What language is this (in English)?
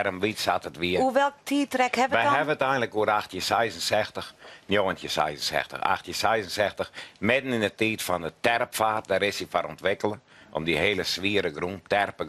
Western Frisian